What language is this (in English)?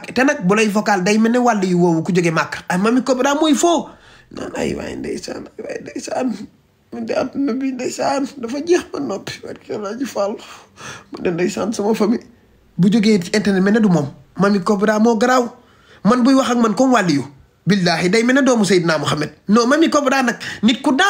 Wolof